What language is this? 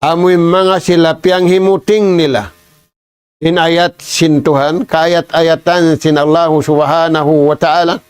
Tausug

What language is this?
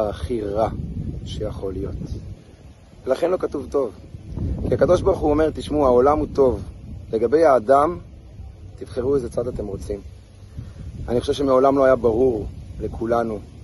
Hebrew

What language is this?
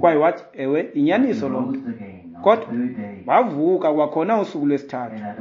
Xhosa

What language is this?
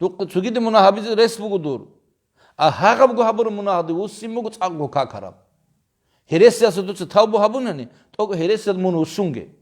Avaric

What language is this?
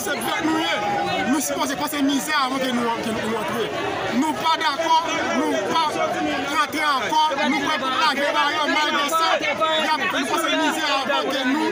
Haitian Creole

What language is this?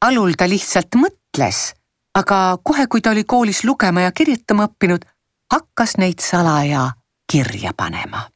Estonian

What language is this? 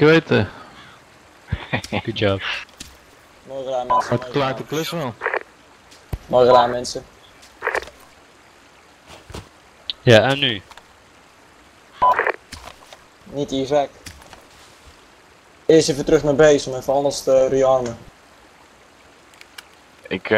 Dutch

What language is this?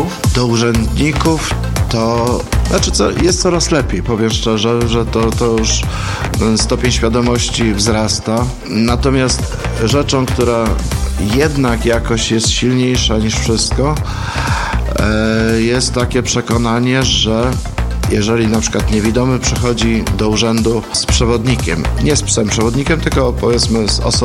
Polish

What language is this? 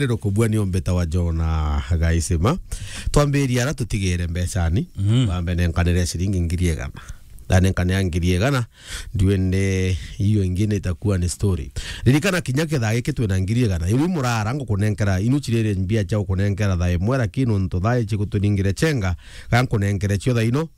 Meru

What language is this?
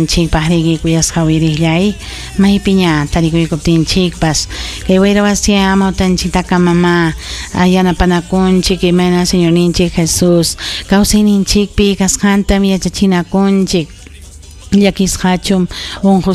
Ayacucho Quechua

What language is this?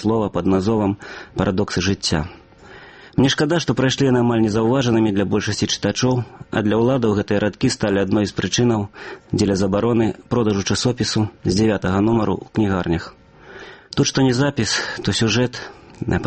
Belarusian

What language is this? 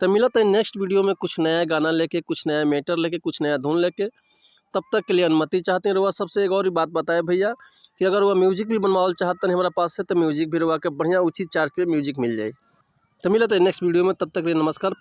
Bhojpuri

